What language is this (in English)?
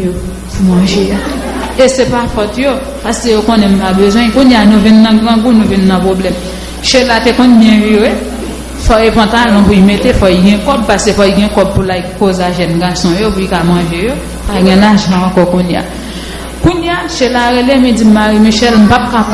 Haitian Creole